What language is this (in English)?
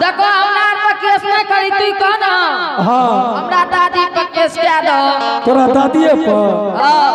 Angika